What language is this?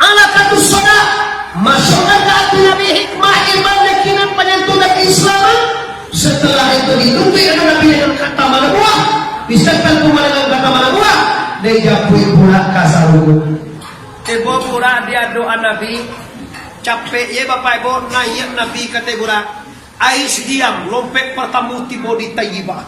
Minangkabau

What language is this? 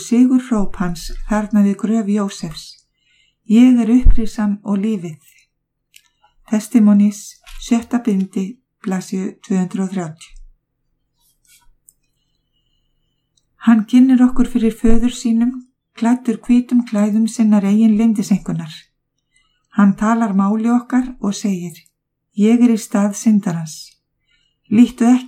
Icelandic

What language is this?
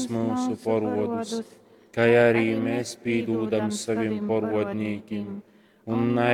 Latgalian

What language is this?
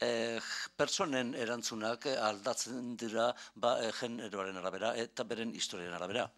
Basque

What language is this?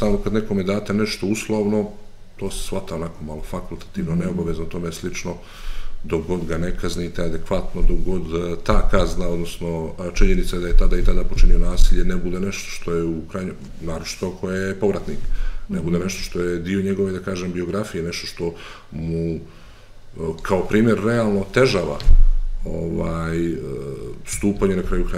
Serbian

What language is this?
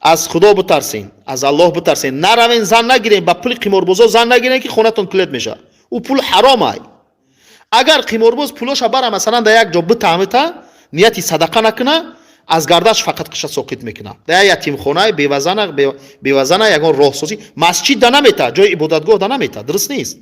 Tajik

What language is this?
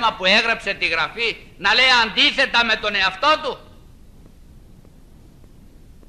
Greek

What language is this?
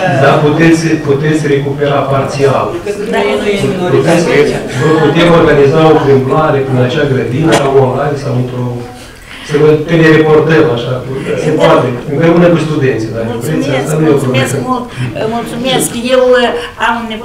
Romanian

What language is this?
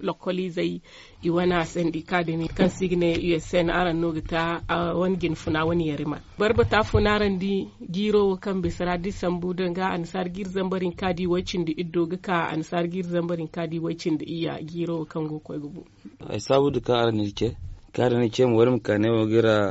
Zarma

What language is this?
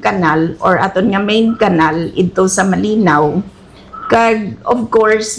Hiligaynon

